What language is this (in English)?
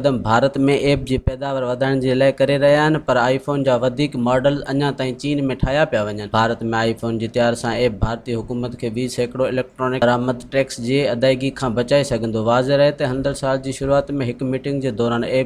Sindhi